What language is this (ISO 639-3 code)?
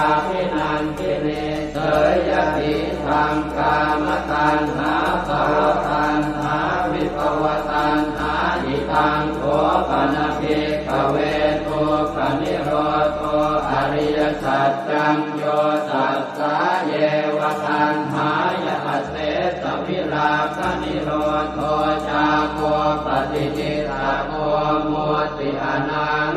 pli